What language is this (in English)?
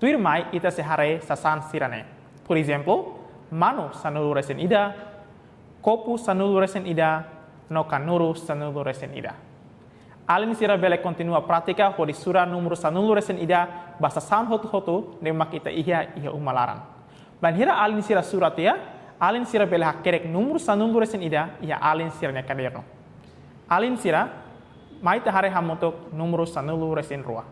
Tetum